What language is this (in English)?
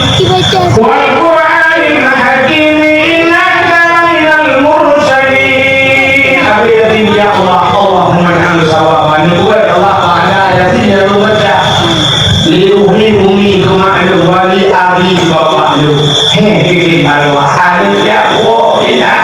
Achinese